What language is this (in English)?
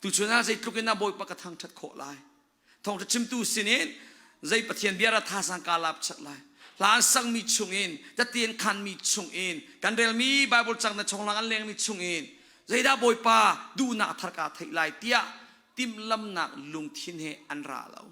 Hakha Chin